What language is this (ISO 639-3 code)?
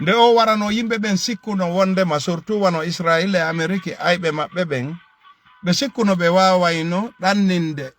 ful